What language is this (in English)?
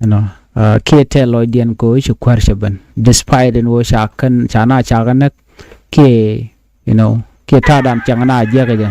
Nuer